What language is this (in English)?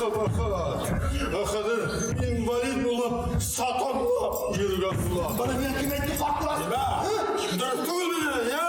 Bashkir